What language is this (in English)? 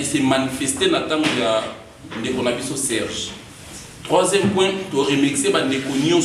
Lingala